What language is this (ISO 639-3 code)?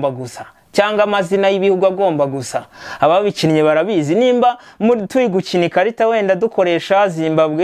kin